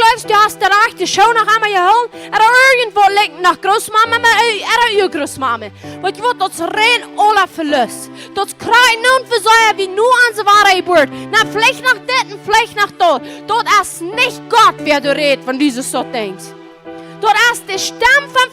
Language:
Plautdietsch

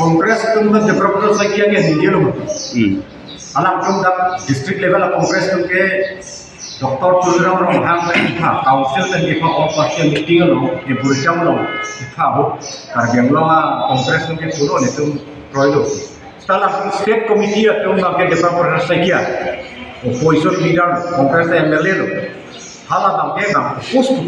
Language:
Karbi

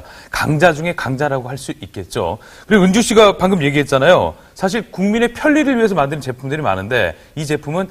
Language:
Korean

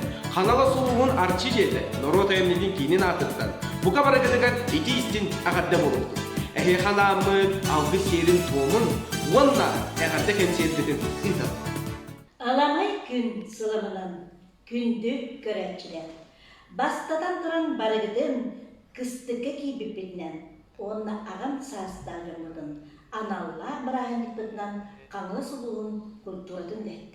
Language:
Yakut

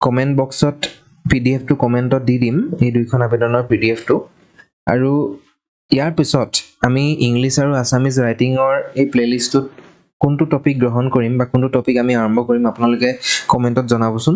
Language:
Assamese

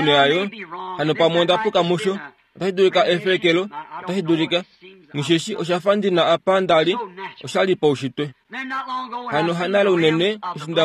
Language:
Kuanyama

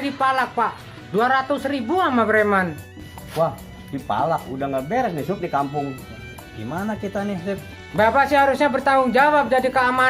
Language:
Betawi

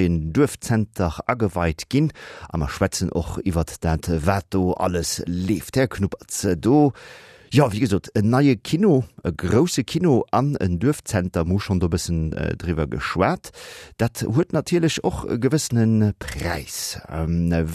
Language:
Luxembourgish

